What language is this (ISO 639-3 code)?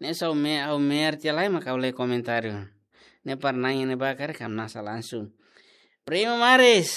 tet